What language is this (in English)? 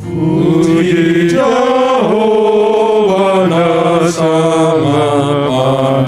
Batak Simalungun